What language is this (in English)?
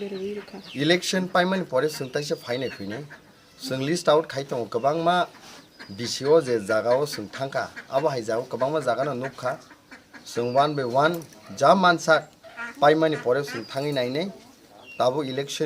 Kok Borok